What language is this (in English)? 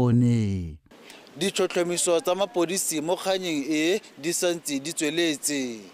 Tswana